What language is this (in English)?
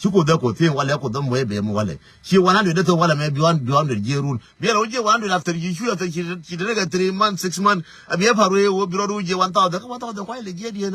Nuer